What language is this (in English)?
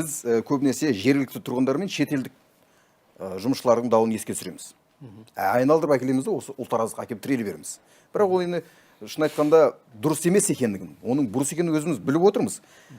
Kazakh